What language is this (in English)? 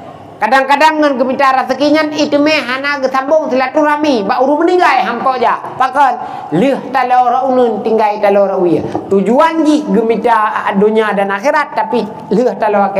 Achinese